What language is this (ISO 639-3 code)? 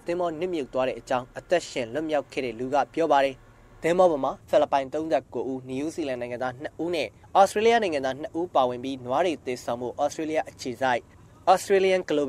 mya